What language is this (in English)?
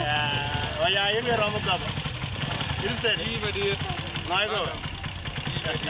Acoli